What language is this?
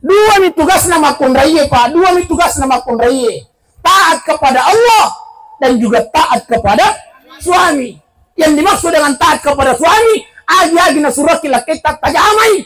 Buginese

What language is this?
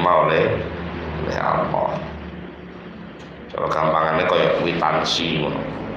Javanese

